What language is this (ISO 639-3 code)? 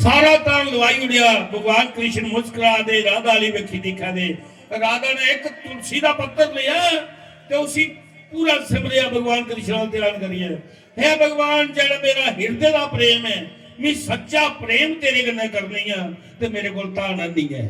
doi